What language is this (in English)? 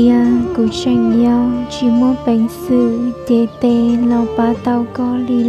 Hmong